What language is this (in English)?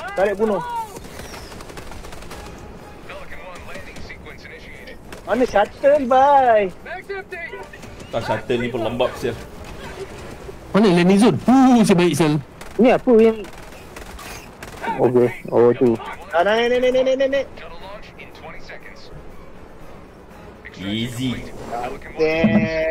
Malay